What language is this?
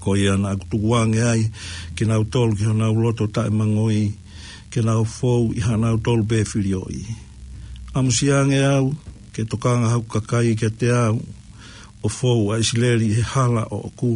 Tongan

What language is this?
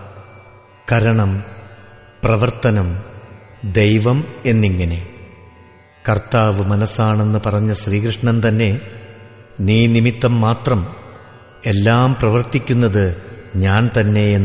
Malayalam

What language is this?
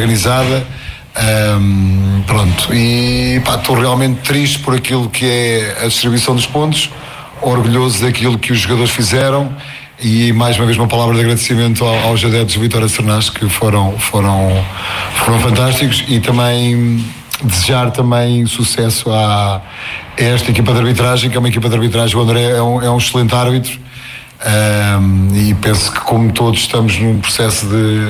Portuguese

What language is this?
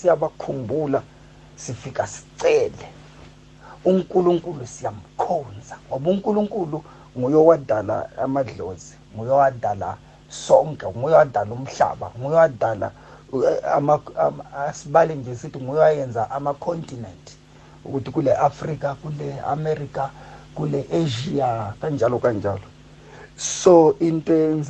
South Ndebele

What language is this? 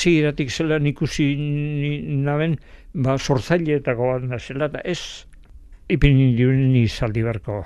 Basque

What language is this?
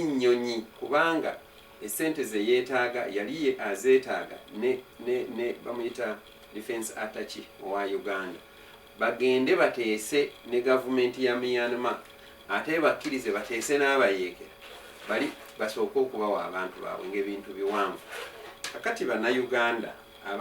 Ganda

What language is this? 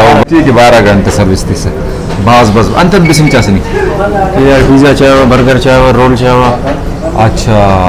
Brahui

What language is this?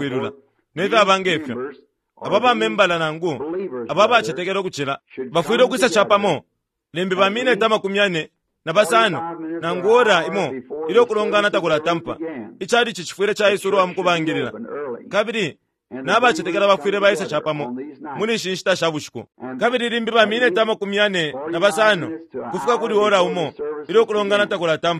Bemba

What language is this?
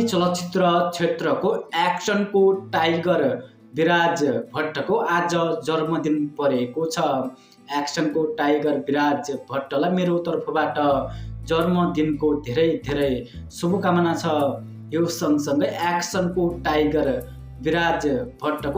Nepali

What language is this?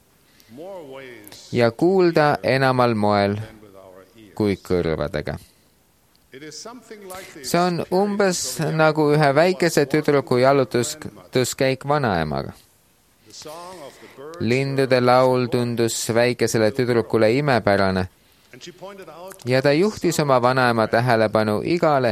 Estonian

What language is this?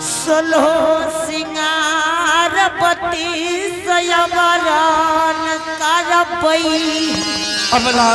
Angika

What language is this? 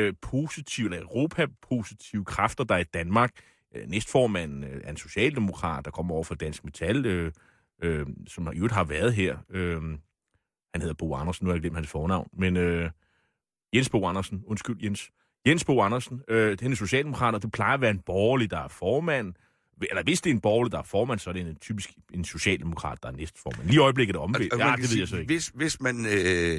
Danish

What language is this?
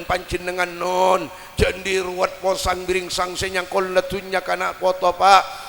Madurese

